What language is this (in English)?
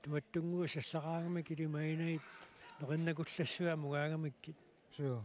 Kalaallisut